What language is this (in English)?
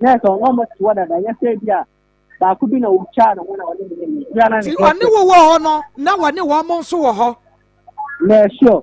Akan